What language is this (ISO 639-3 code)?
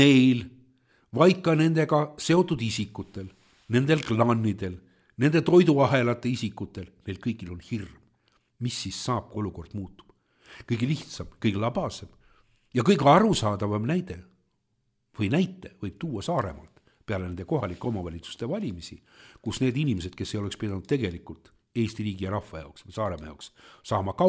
est